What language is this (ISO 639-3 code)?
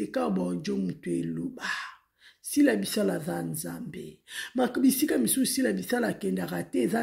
lin